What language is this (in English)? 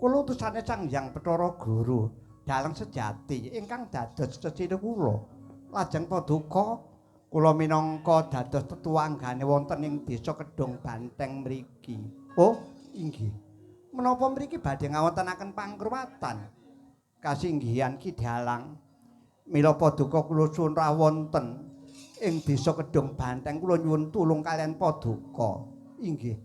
Javanese